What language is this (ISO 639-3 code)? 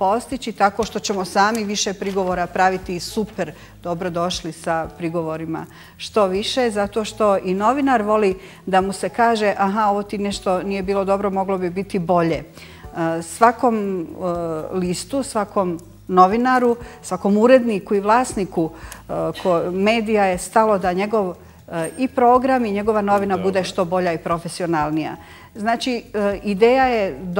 bos